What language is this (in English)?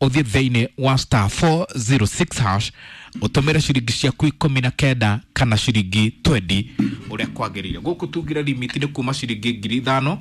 Kikuyu